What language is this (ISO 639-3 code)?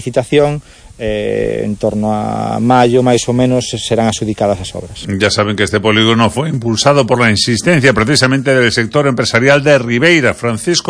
glg